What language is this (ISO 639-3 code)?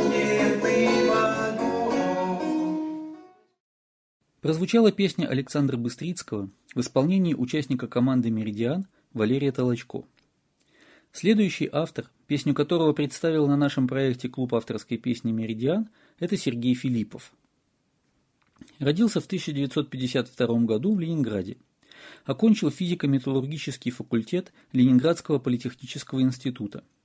rus